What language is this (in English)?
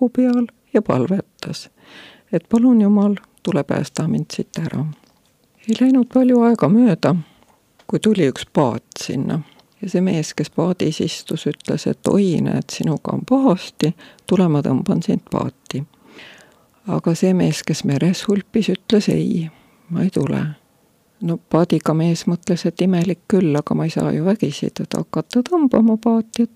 Estonian